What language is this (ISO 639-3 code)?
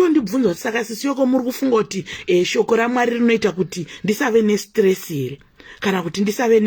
sna